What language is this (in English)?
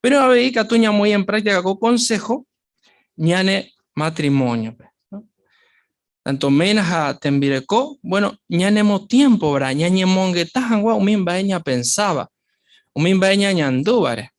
Guarani